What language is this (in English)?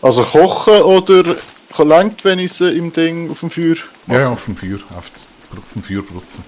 Swiss German